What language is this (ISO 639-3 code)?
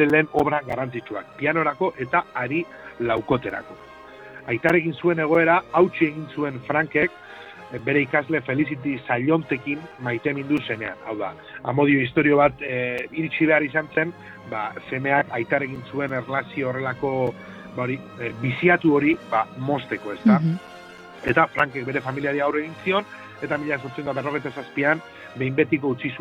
eus